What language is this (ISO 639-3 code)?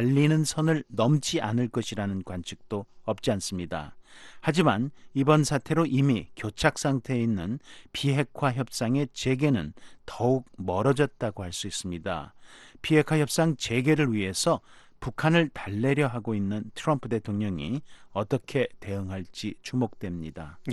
kor